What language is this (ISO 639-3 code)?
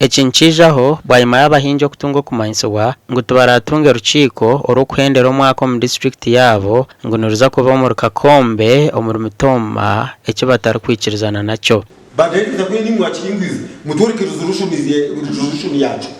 nyn